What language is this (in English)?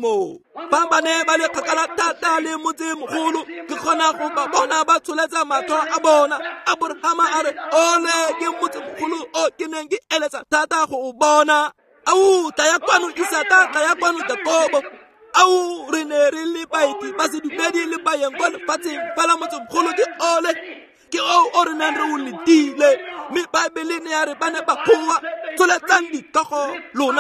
Tswana